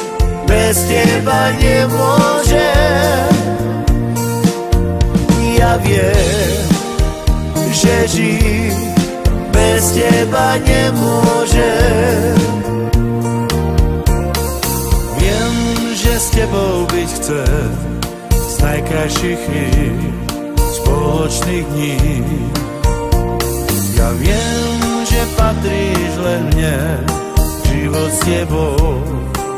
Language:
Slovak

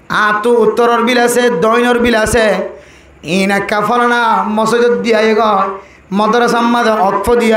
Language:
Rohingya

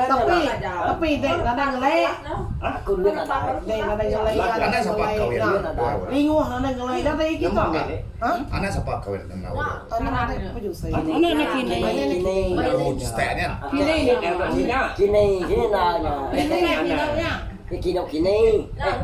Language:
Iban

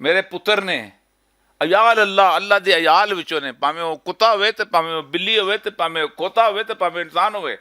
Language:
Western Panjabi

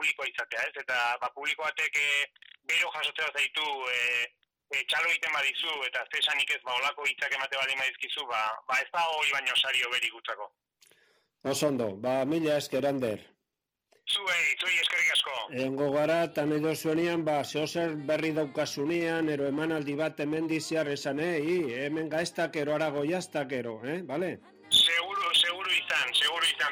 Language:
Basque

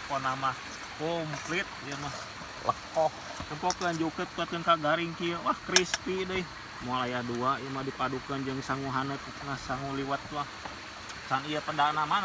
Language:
Sundanese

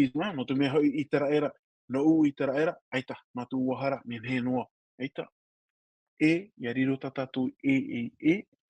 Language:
Tahitian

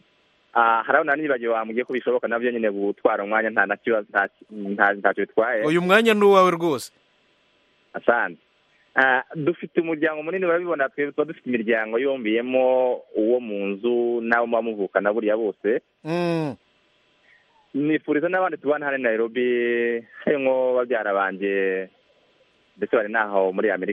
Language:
Kinyarwanda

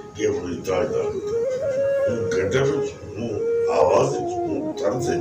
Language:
Saraiki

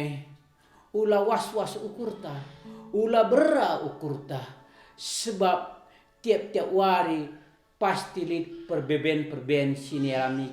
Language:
Batak Karo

